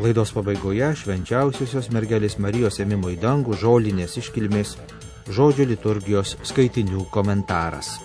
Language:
Lithuanian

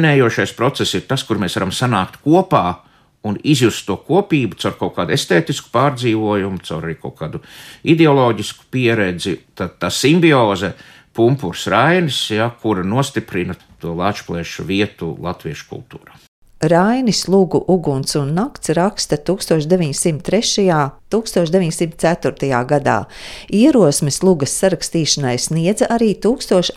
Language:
Latvian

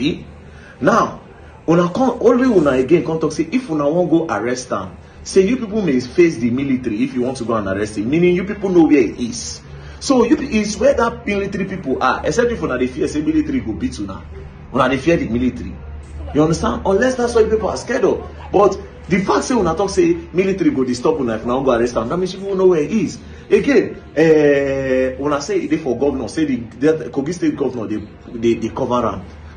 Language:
Nigerian Pidgin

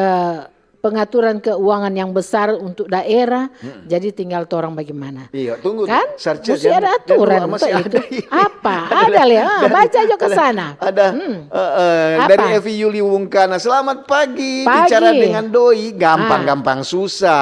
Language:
Manado Malay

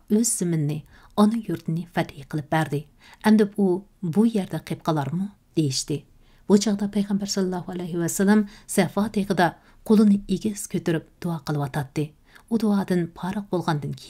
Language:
Uyghur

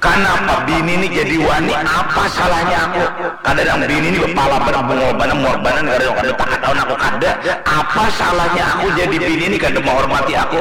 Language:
Banjar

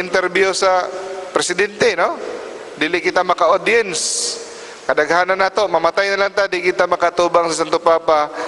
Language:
Cebuano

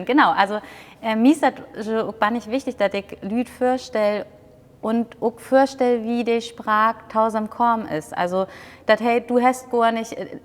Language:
Low German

